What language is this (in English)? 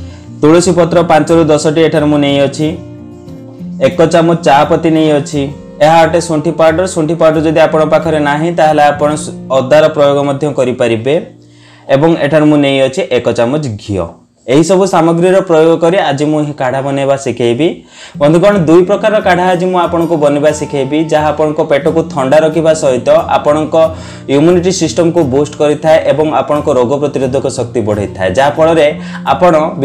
Odia